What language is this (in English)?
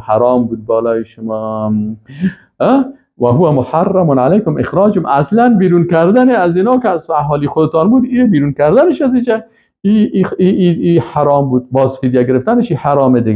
Persian